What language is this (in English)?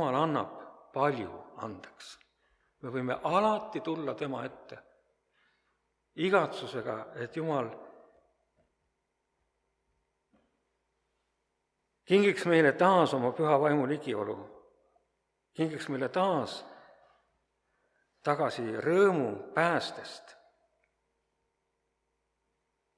Estonian